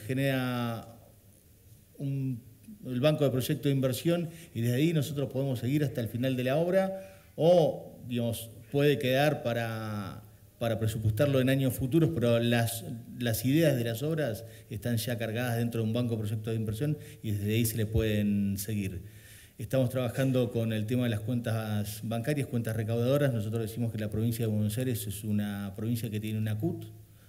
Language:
Spanish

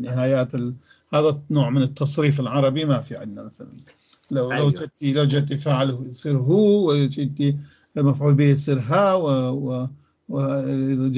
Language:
North Levantine Arabic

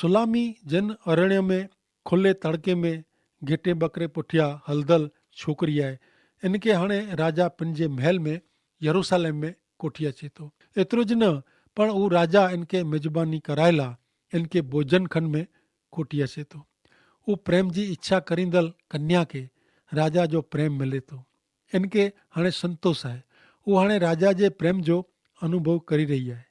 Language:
Kachhi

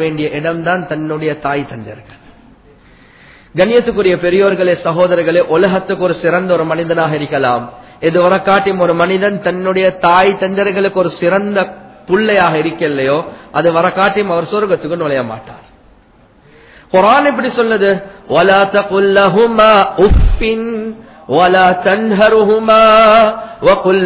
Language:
Tamil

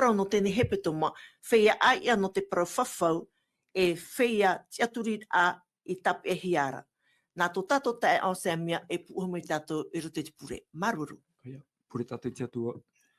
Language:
Tahitian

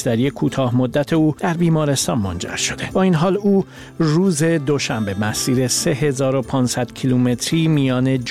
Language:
Persian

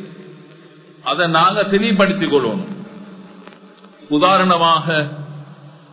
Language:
Tamil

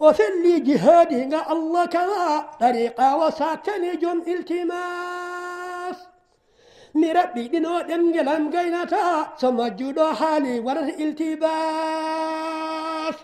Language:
Fula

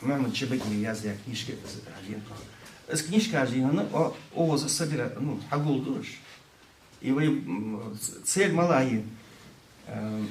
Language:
Ingush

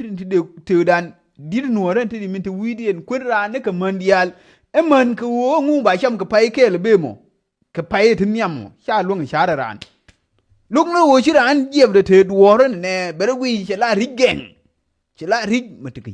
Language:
Nuer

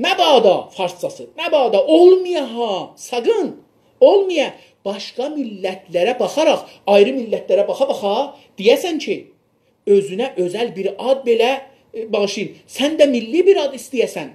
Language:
South Azerbaijani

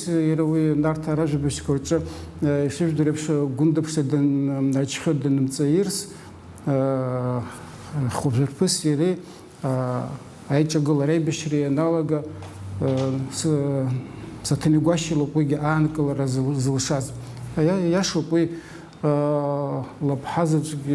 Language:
Abkhazian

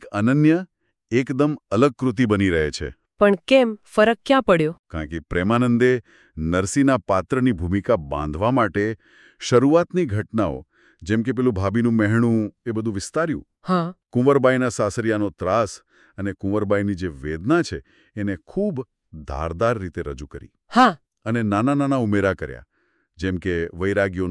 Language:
Gujarati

